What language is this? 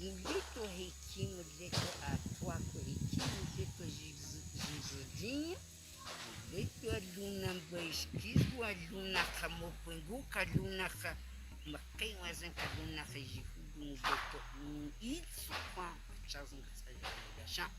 Cogui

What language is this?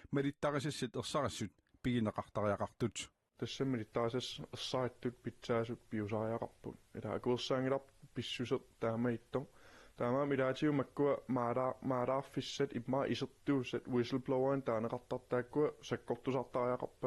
Kalaallisut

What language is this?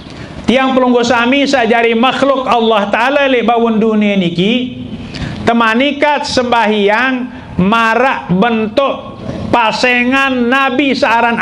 Sasak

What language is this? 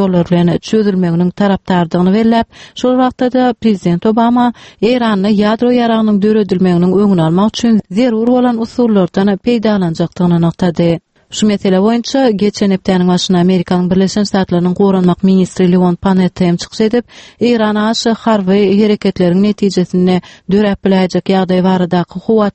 Turkmen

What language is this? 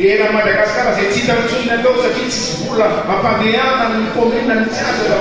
Malagasy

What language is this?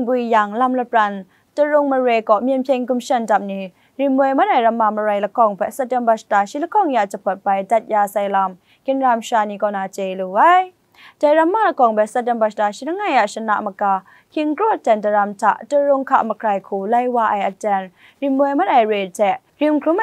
Kachin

